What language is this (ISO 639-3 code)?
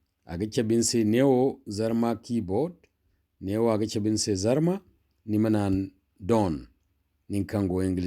dje